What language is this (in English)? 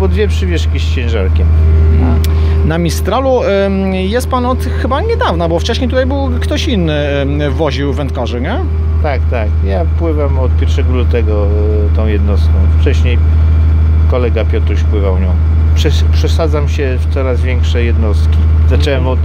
Polish